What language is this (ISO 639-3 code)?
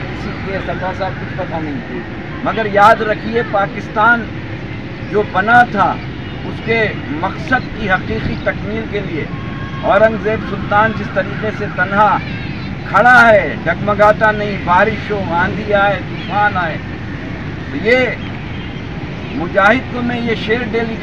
urd